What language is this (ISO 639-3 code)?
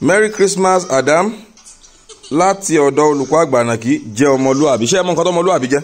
yor